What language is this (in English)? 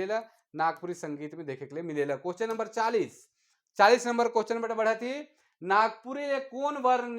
Sadri